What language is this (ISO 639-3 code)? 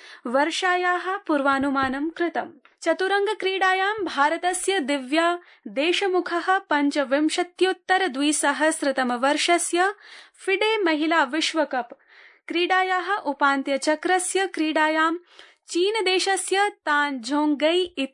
san